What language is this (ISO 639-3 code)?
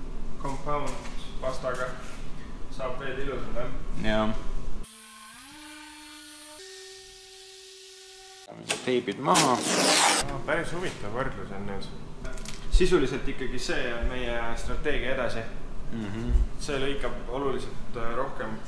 est